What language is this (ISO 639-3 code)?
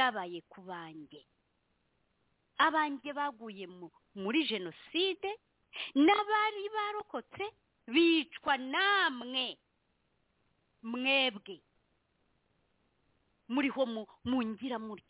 kin